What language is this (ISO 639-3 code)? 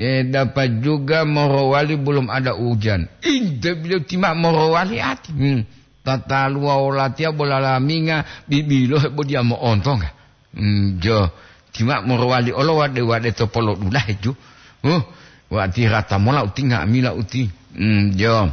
gor